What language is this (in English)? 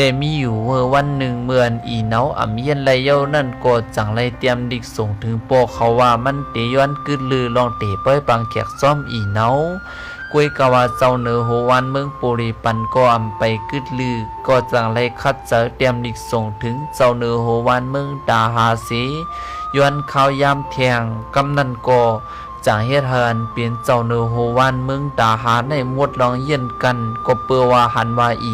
Shan